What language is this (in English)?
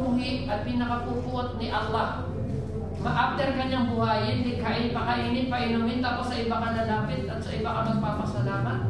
Filipino